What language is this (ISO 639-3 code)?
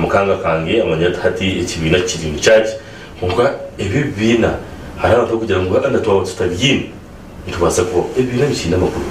nyn